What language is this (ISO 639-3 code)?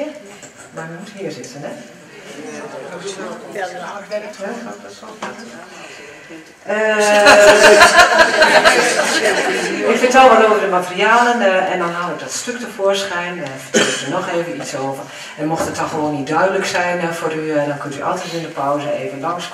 nld